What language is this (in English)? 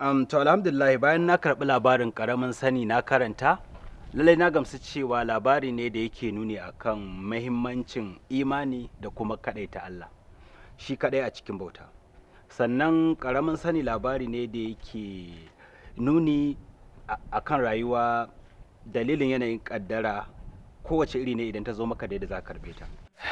Hausa